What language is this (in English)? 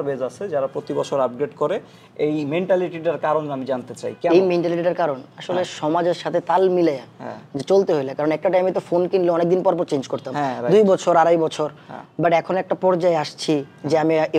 Bangla